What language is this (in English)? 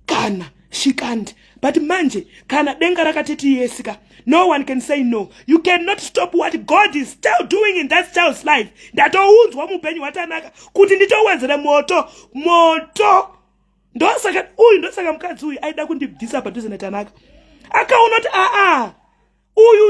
Shona